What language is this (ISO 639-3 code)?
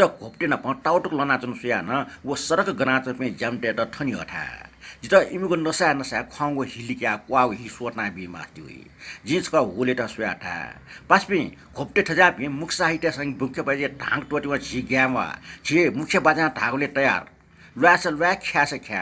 new